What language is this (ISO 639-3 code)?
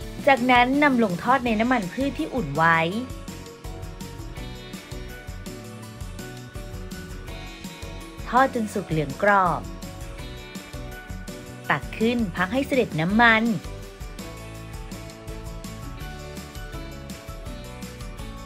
tha